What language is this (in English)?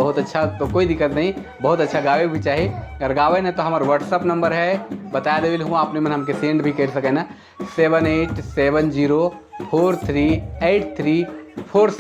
Sadri